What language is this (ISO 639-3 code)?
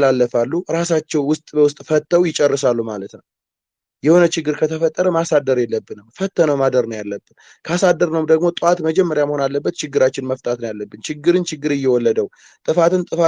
amh